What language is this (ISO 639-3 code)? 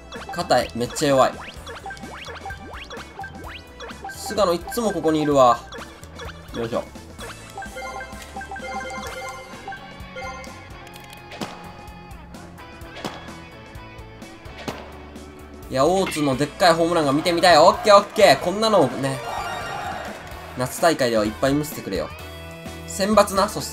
jpn